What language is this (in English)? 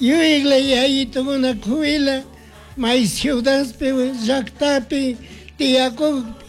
Chimborazo Highland Quichua